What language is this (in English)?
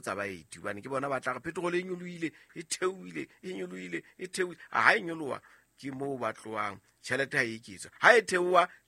Southern Sotho